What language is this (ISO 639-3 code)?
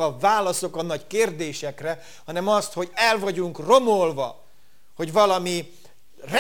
hun